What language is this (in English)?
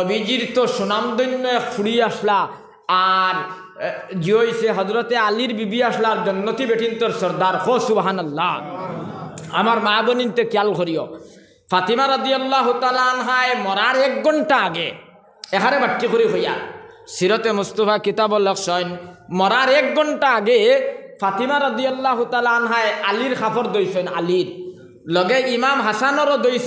Sylheti